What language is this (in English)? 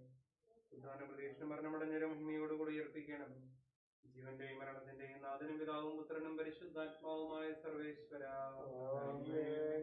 Malayalam